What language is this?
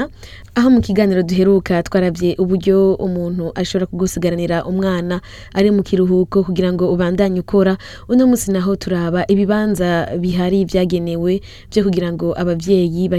Rundi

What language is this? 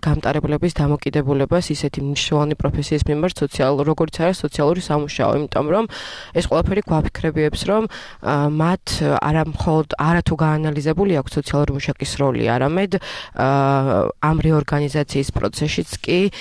Georgian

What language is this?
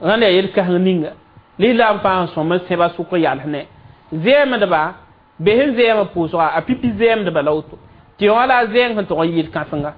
Mossi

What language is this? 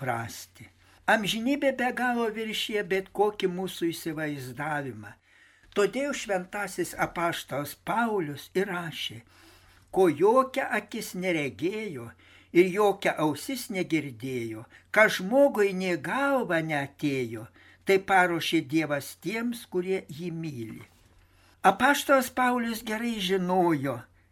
Lithuanian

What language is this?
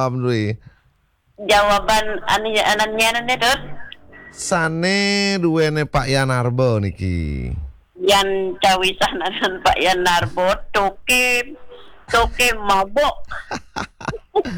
Balinese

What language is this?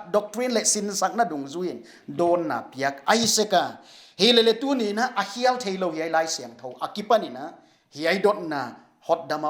Paite Chin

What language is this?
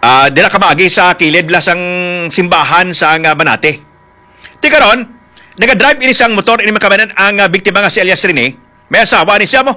Hiligaynon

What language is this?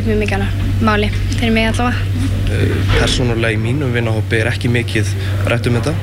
Icelandic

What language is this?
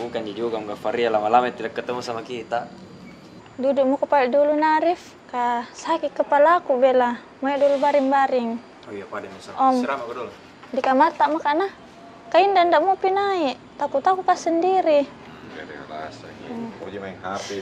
Makassar Malay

